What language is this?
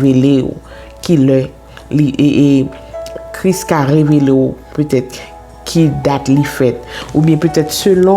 Haitian Creole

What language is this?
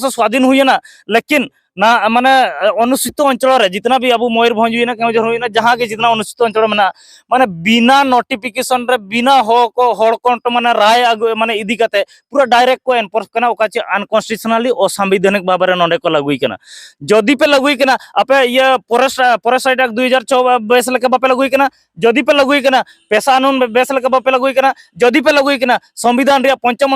Santali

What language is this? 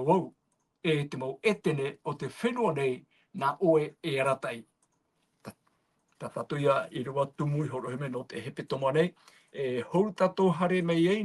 Tahitian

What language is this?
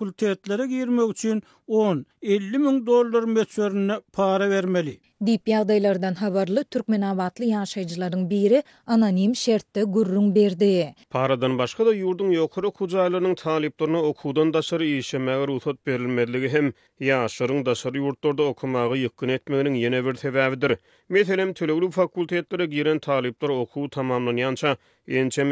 Turkmen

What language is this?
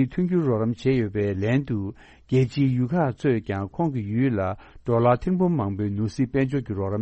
Tibetan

